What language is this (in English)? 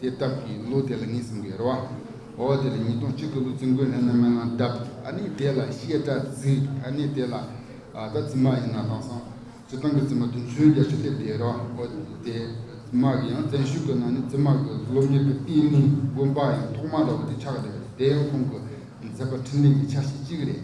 Tibetan